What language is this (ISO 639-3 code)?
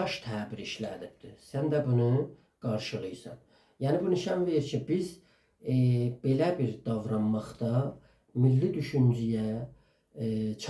azb